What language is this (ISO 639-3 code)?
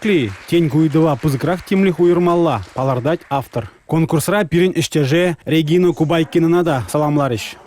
chv